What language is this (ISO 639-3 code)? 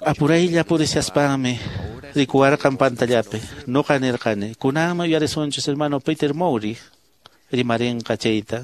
que